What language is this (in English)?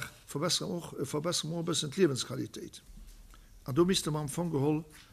Luxembourgish